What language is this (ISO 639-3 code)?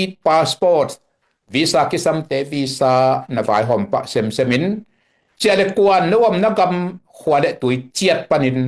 ctd